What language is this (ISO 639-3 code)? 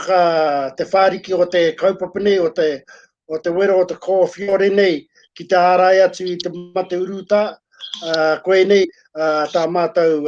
mri